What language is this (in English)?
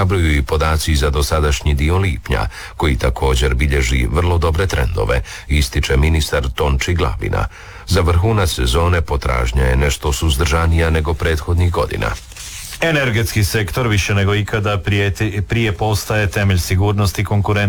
Croatian